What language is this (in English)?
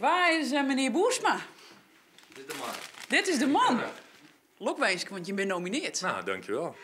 Western Frisian